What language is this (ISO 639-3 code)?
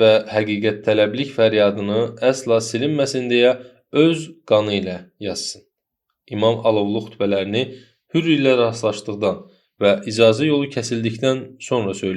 aze